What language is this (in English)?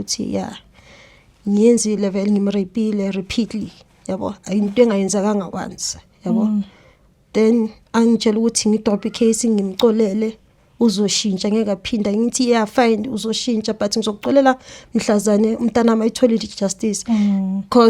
Zulu